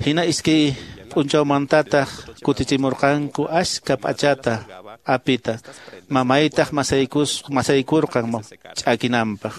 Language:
Quechua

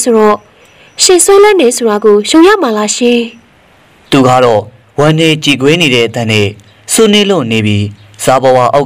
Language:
Burmese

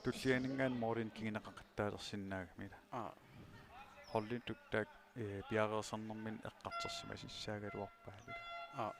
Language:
Kalaallisut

